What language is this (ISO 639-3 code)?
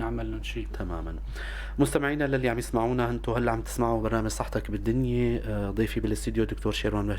apc